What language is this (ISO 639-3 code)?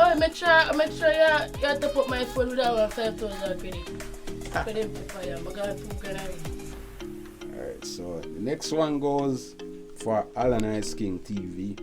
jam